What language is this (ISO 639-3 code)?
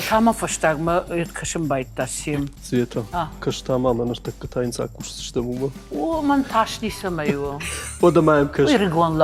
oss